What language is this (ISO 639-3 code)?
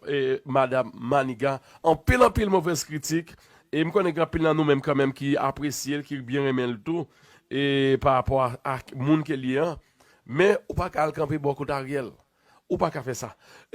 hat